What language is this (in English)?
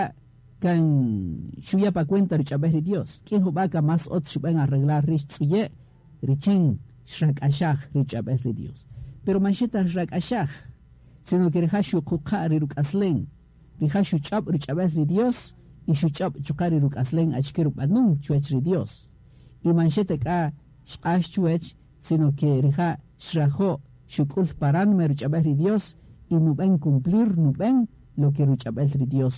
Kaqchikel